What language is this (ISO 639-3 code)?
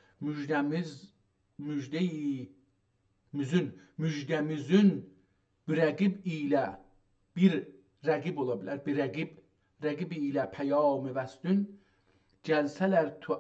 azb